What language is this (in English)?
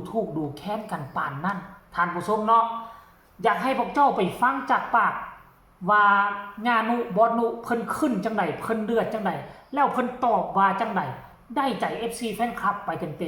Northeastern Thai